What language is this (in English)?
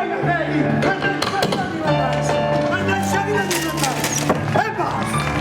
Neapolitan